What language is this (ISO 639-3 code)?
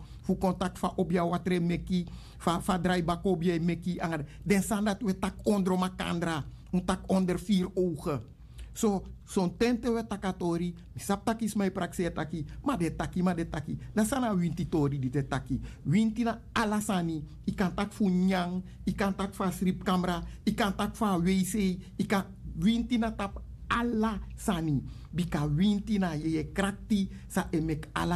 srn